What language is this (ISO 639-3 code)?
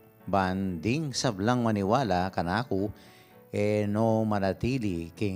pam